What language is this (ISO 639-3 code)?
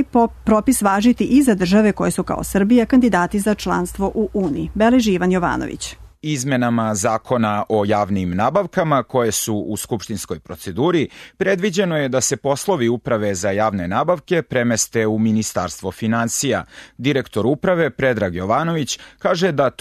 srp